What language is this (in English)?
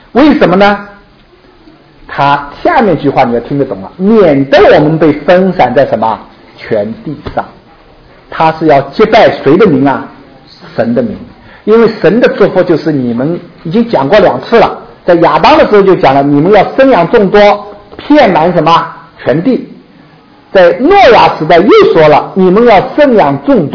Chinese